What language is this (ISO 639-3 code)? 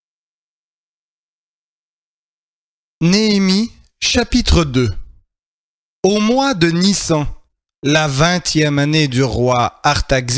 fra